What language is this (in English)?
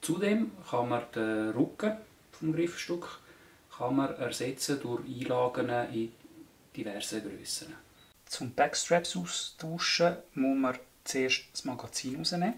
Swiss German